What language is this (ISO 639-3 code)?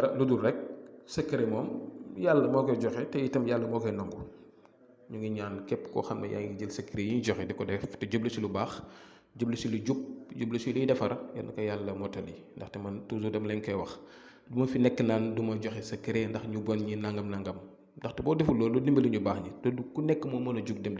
wol